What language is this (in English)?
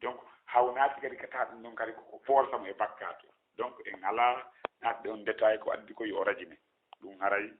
Fula